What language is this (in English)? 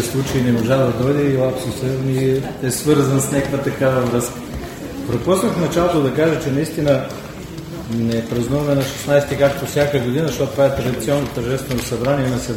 Bulgarian